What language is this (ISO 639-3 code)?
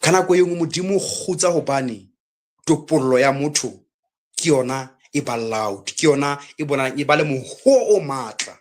sot